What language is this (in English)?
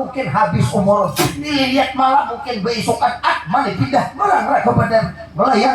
Banjar